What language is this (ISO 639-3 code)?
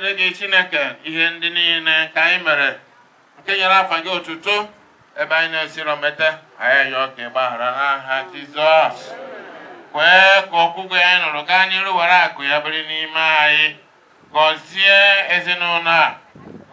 ibo